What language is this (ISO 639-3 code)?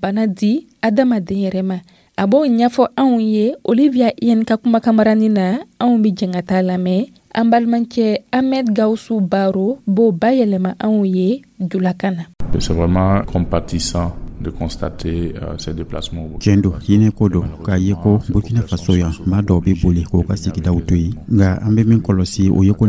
dyu